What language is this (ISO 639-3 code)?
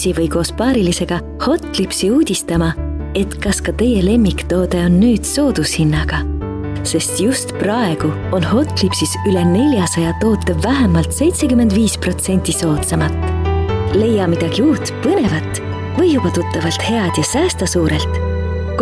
est